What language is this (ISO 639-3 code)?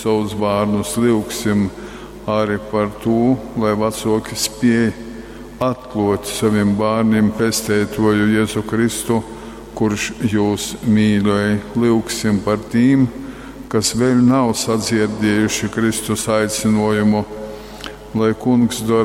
ltg